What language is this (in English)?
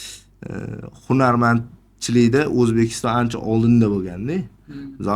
Uzbek